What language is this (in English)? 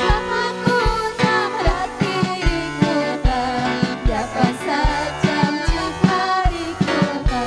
Ayacucho Quechua